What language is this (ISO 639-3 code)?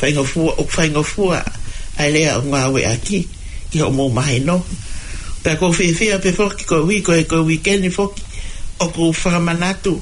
ton